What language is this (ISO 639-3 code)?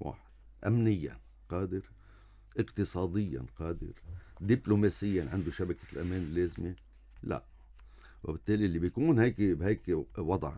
apc